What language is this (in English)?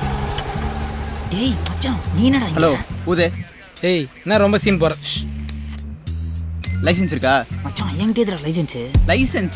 Tamil